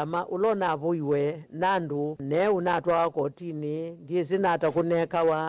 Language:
Kamba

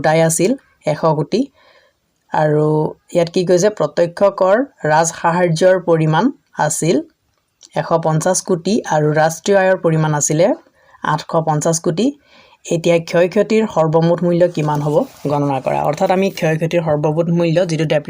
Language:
Assamese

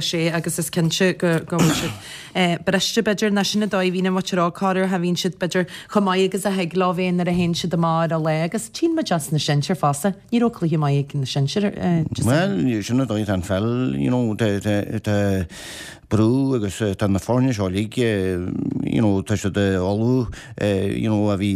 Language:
Irish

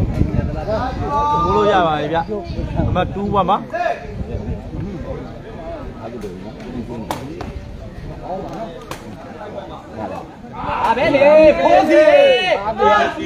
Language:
Burmese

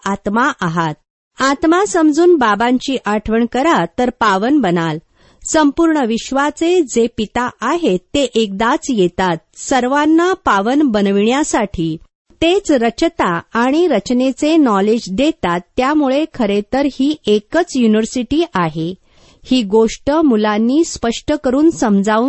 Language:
Marathi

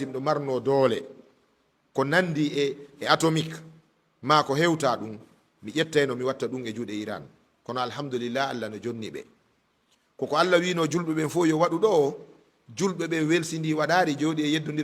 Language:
Fula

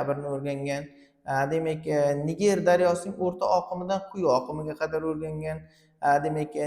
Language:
Uzbek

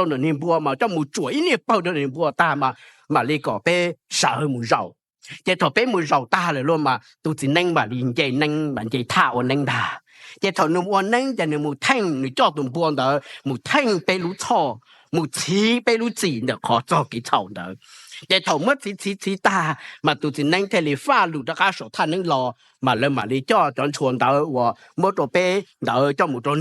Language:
Hmong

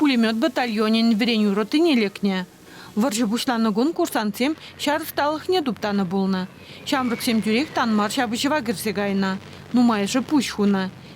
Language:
Chuvash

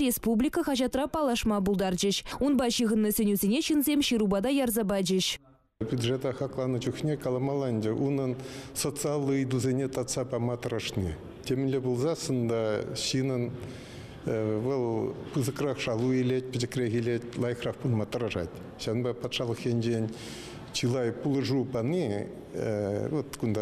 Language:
Chuvash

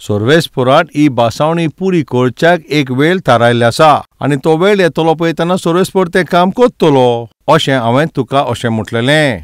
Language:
Konkani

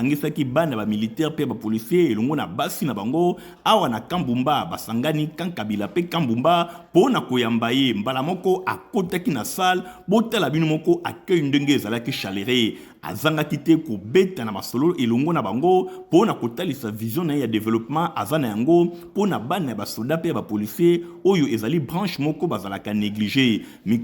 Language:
Lingala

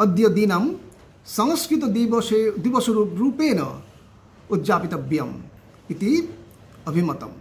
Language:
Sanskrit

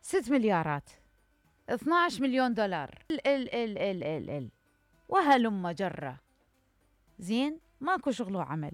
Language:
Mesopotamian Arabic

